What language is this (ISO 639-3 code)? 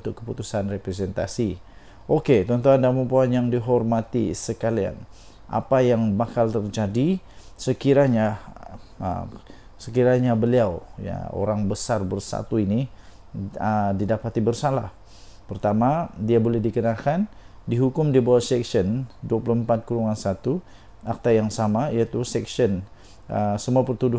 msa